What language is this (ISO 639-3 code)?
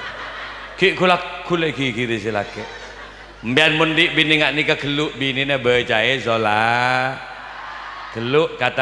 mad